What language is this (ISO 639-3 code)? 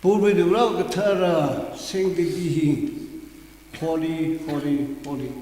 nmf